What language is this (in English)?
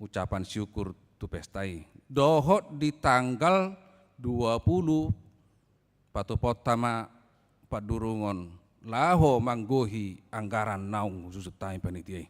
Batak Toba